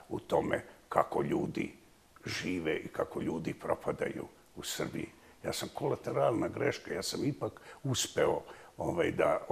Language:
Bosnian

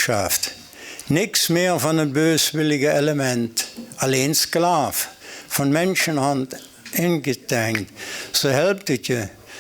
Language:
Limburgish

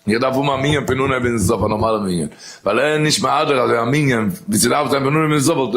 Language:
Yiddish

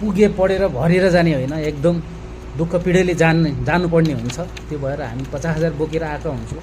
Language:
Nepali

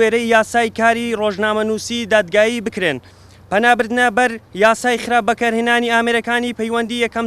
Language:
Central Kurdish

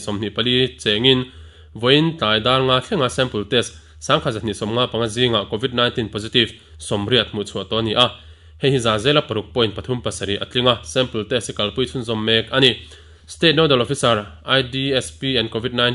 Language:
Mizo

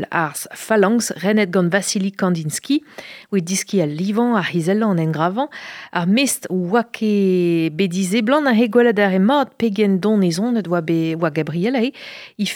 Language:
Breton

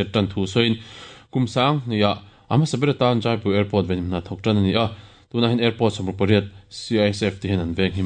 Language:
Mizo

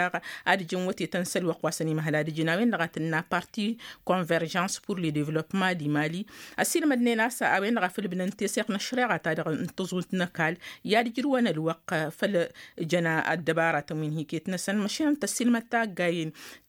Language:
Tamasheq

